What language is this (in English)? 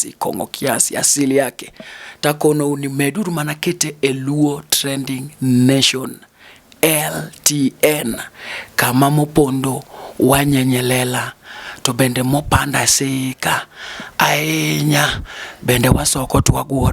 Luo (Kenya and Tanzania)